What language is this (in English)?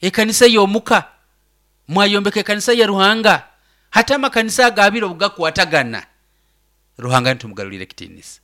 Nyoro